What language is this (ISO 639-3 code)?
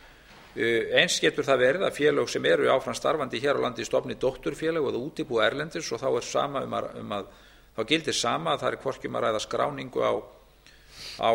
isl